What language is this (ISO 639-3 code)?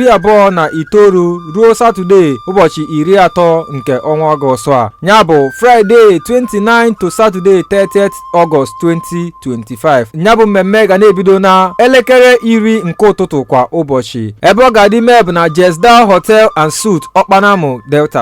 ibo